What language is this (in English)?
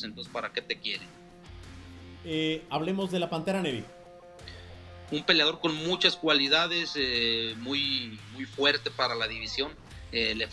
Spanish